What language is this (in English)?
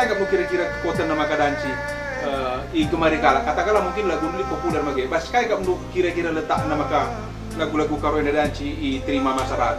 Batak Karo